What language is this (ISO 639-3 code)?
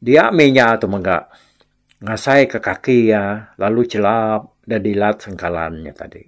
iba